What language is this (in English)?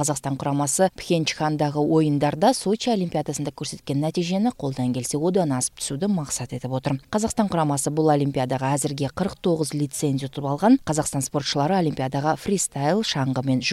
Kyrgyz